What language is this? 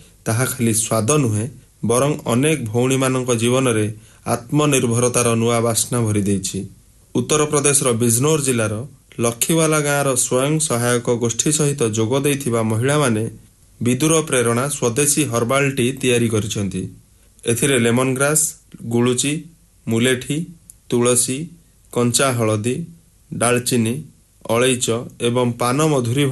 Odia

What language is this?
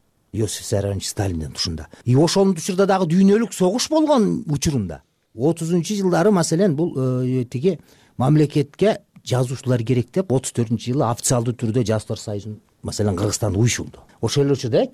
Kyrgyz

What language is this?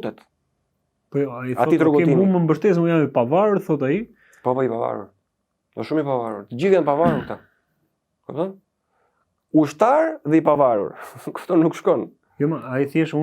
Albanian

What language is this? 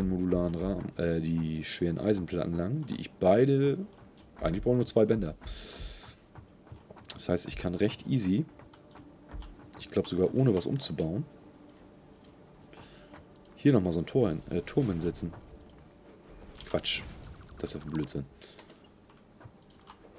German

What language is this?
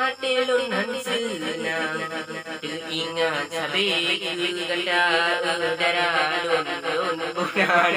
Achinese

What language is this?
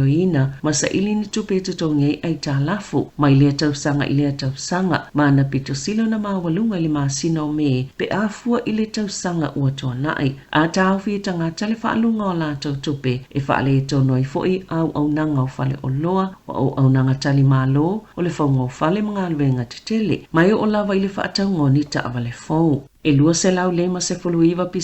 Samoan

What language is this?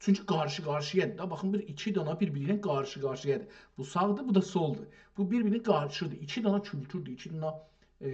South Azerbaijani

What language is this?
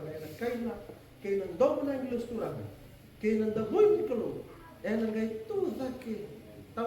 Fijian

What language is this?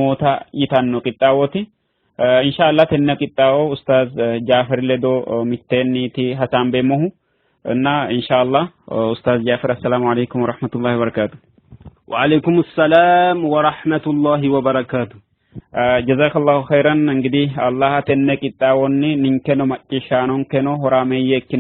Sidamo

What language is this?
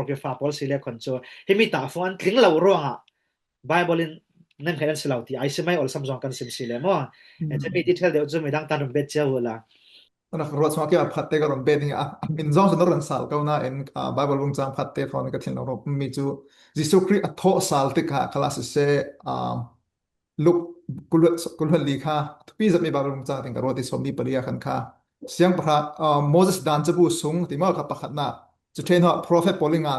Falam Chin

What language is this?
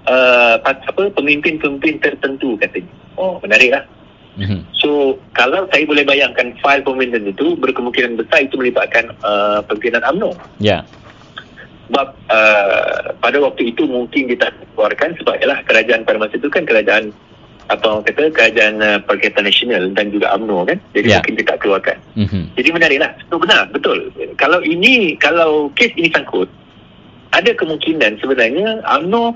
Malay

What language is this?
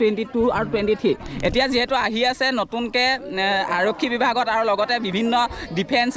Assamese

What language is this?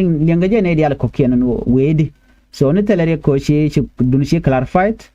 Nuer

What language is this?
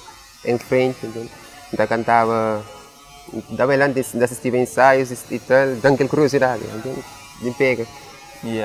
Kabuverdianu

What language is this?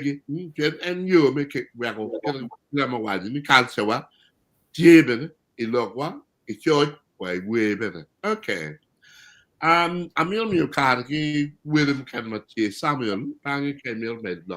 Acoli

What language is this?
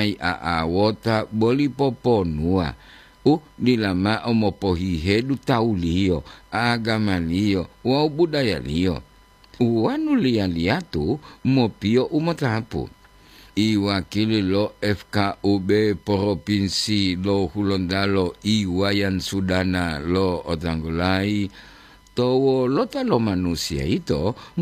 Gorontalo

